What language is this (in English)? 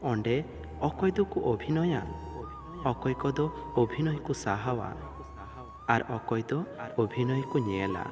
Santali